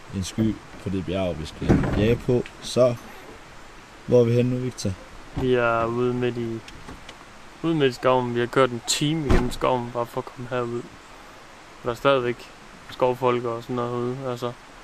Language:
Danish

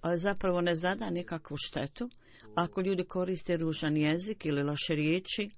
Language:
Bosnian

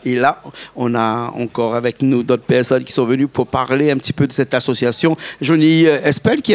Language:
Réunion Creole French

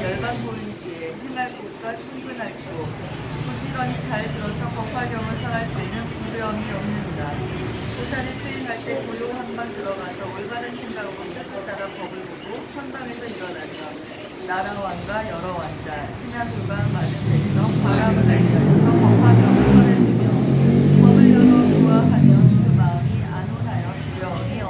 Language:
Korean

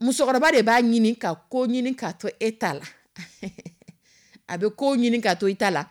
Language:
Dyula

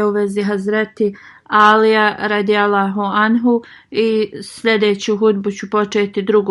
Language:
Bosnian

